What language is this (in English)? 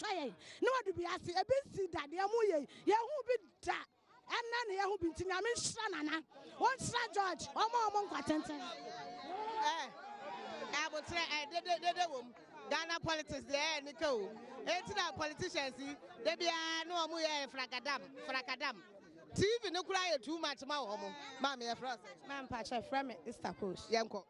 Akan